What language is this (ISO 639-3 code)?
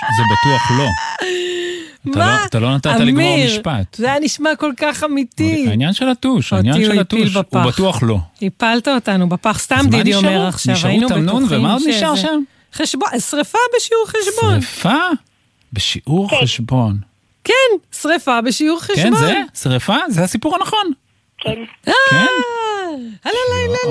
heb